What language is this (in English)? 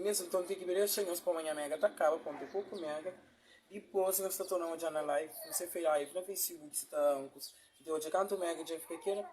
Kabuverdianu